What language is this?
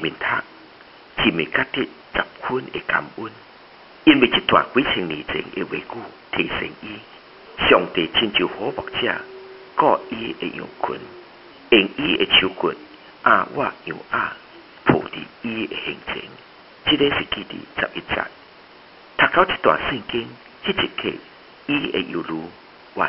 Min Nan Chinese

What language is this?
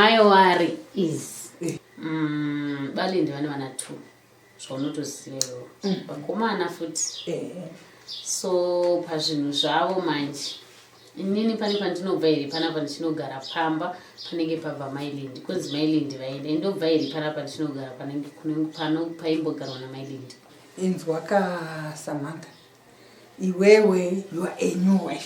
Shona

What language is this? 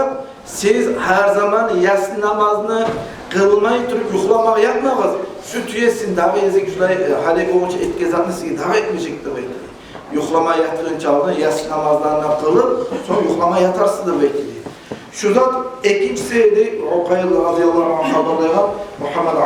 Kumyk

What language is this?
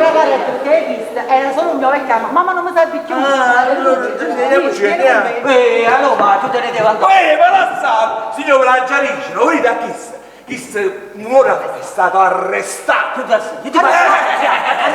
Neapolitan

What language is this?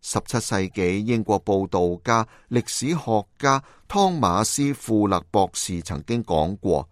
Cantonese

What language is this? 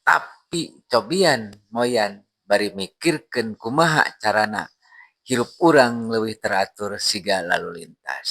Sundanese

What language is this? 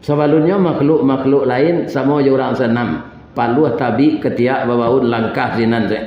Minangkabau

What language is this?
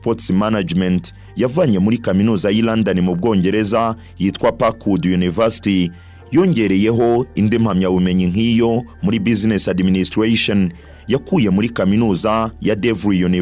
Kinyarwanda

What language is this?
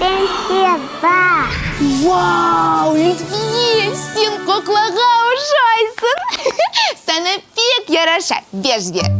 Crimean Tatar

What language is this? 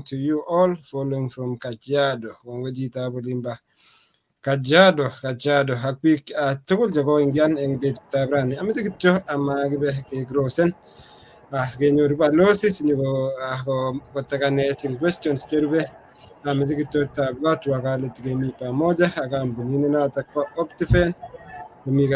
Kalenjin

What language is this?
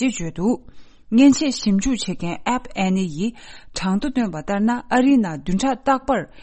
Tibetan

